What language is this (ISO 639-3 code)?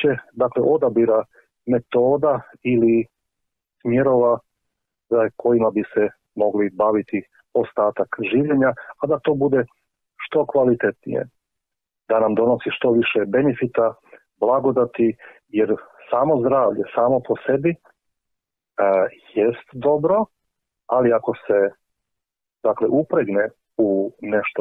hrv